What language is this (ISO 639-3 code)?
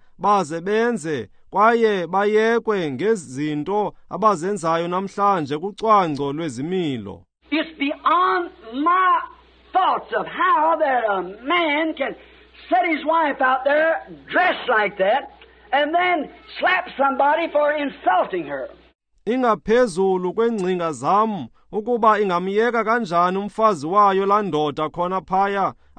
xho